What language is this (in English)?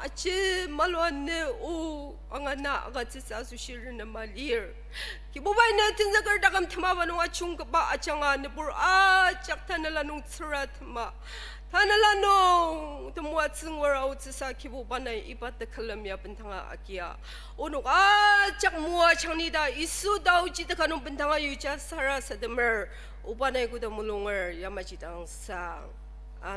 Ao Naga